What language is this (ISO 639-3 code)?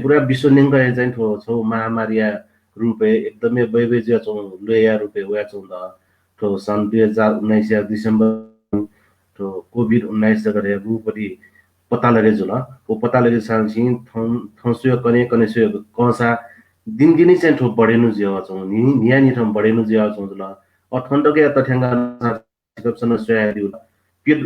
new